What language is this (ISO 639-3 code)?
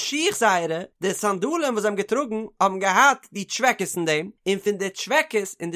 yid